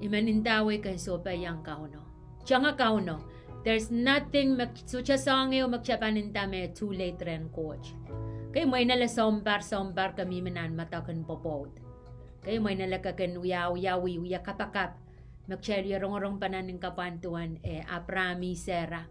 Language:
Pohnpeian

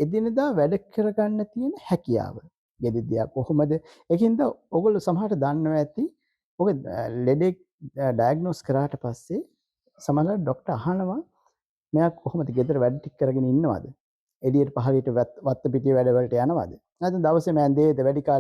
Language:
Sinhala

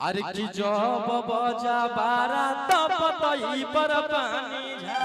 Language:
Magahi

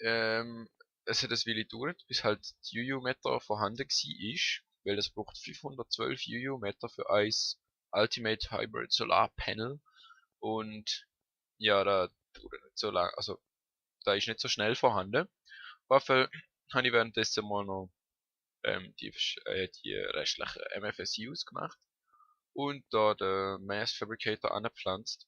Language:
Swiss German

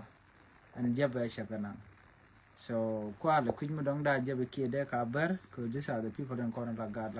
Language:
Nuer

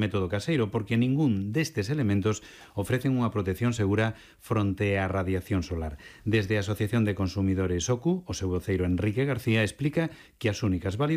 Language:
Galician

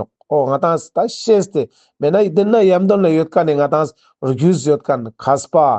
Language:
Ladakhi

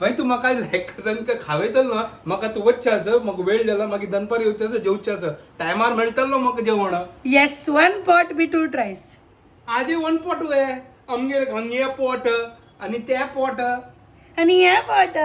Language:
Konkani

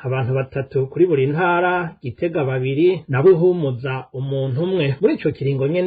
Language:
Rundi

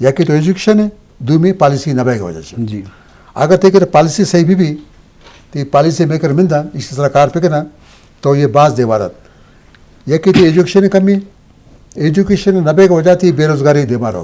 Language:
Eastern Balochi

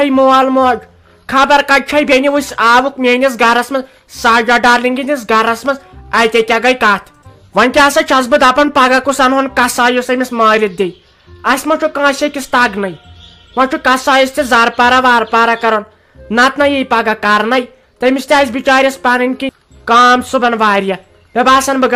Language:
Kashmiri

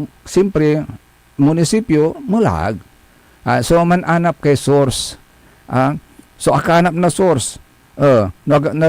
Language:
Pangasinan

